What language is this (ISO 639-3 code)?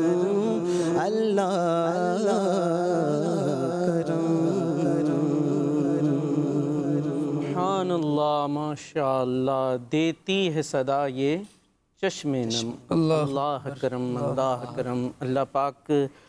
urd